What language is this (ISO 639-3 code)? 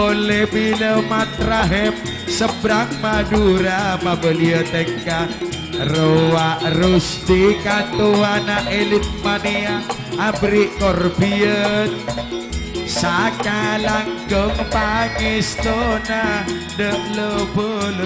mad